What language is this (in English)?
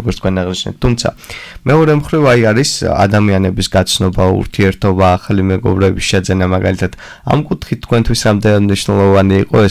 Georgian